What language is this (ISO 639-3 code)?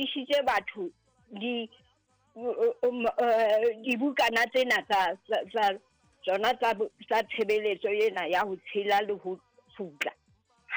sot